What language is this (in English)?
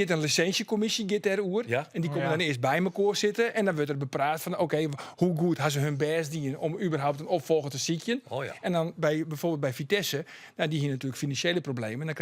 Western Frisian